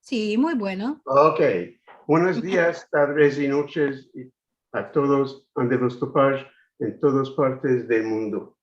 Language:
Ladino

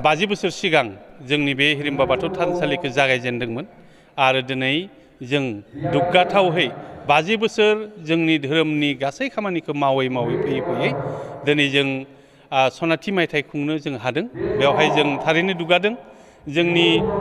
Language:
Bodo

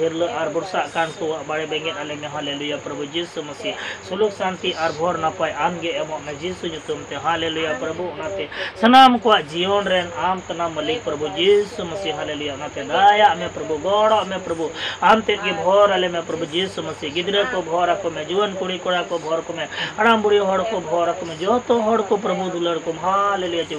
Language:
Santali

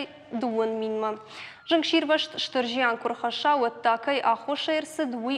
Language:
Ossetic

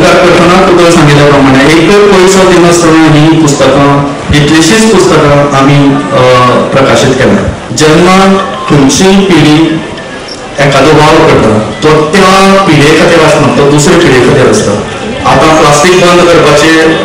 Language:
Konkani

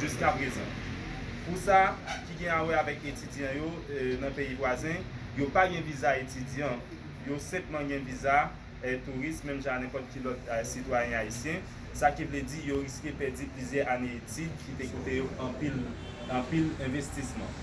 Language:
Haitian Creole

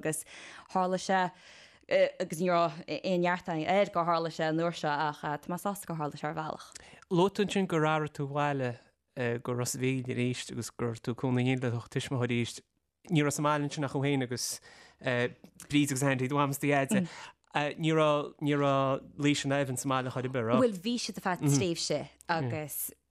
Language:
Irish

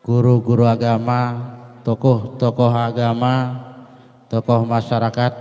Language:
Banjar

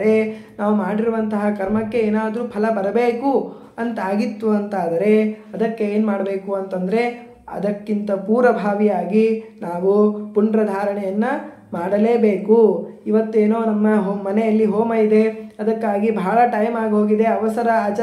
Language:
Kannada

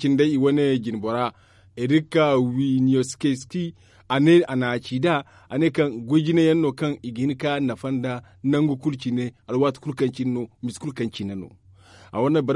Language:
Zarma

